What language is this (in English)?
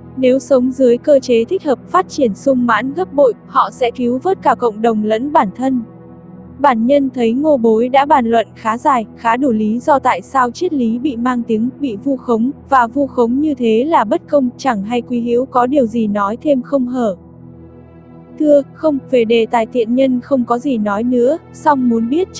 Vietnamese